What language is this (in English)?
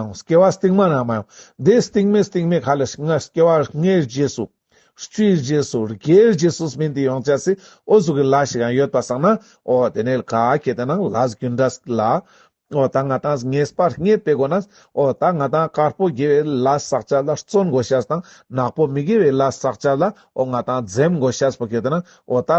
Ladakhi